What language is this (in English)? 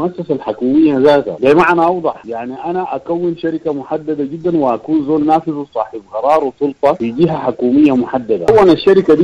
Sudanese Arabic